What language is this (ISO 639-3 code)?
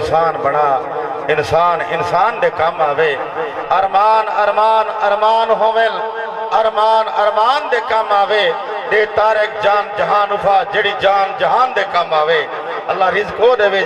skr